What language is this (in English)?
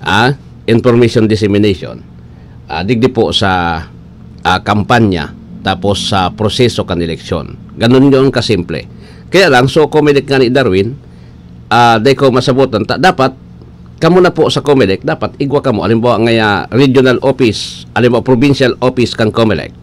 Bikol